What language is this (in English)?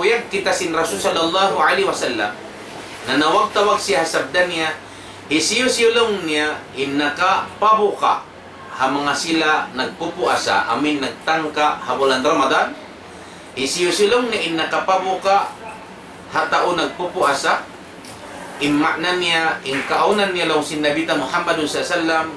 Tausug